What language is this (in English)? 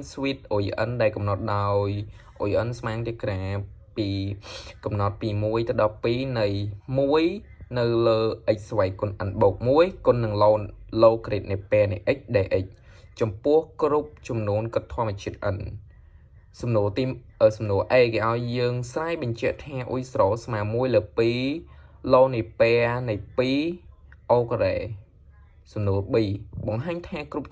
Khmer